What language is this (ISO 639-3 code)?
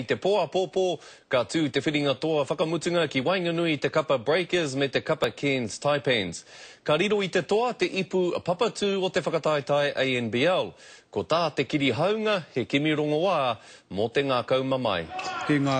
mri